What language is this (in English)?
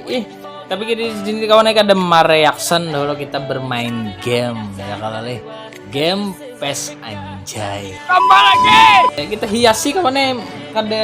Banjar